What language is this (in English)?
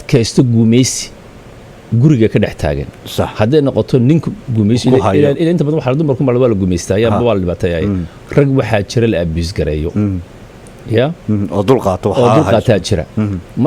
Somali